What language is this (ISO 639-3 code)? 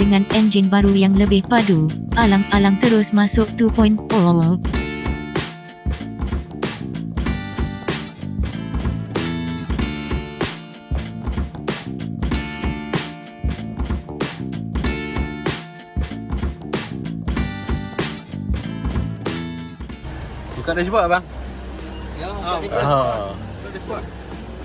msa